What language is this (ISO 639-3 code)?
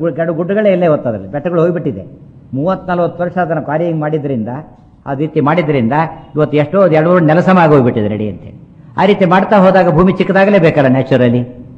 kan